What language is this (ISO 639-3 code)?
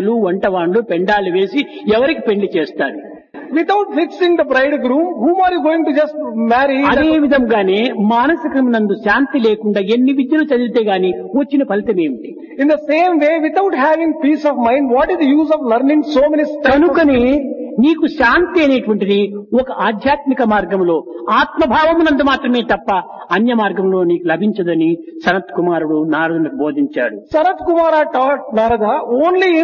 tel